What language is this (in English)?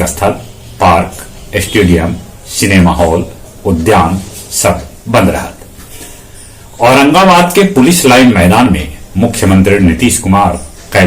Magahi